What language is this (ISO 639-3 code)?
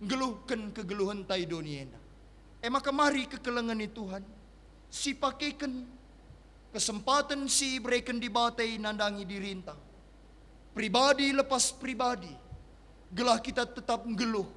btx